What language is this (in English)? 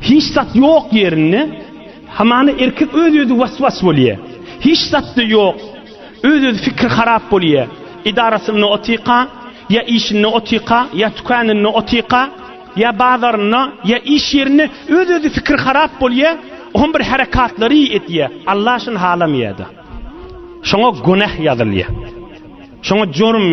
Turkmen